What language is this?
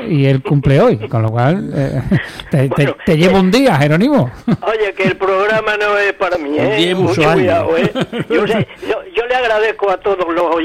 Spanish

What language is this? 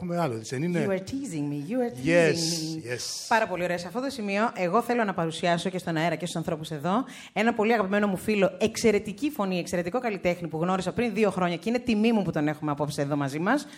Greek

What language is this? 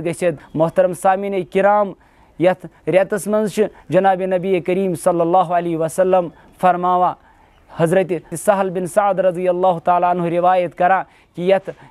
Kashmiri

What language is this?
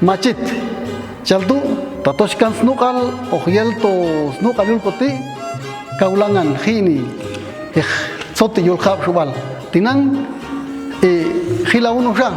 Popti'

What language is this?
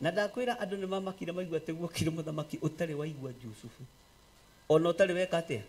Kikuyu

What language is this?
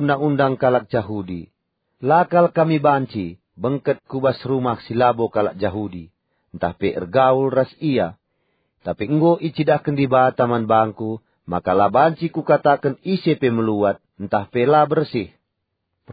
Batak Karo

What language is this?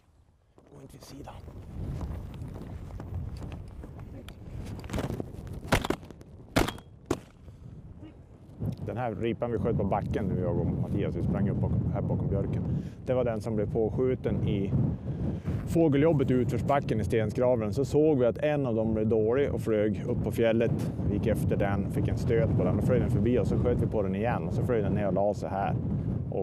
Swedish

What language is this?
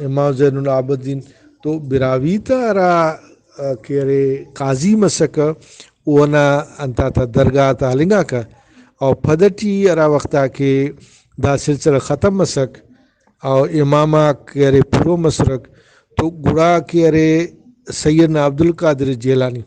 Brahui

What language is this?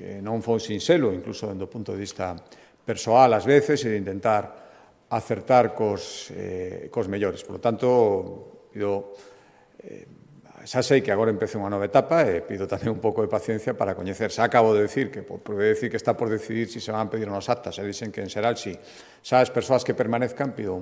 Galician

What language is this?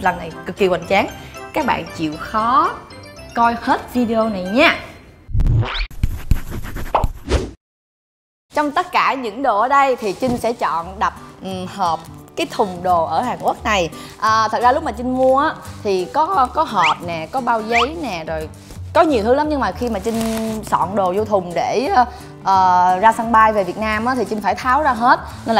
Vietnamese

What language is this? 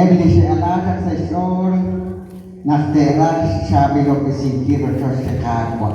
Kekchí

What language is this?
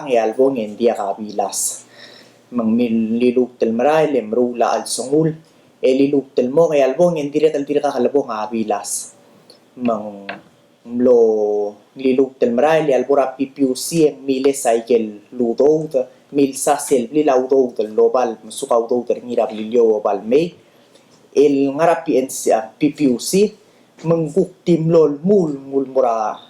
Palauan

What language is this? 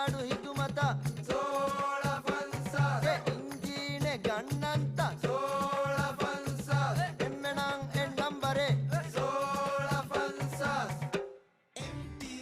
Divehi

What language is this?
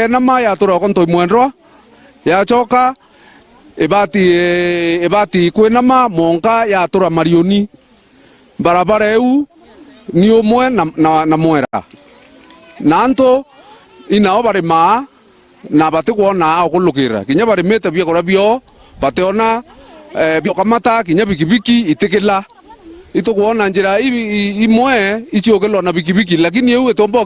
Meru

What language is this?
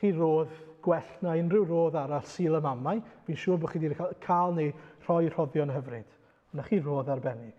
Welsh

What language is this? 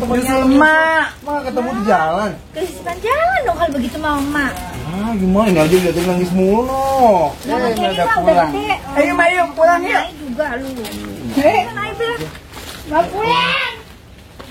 Betawi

